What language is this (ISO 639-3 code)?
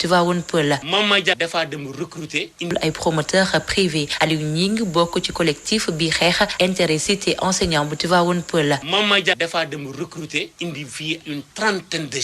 wol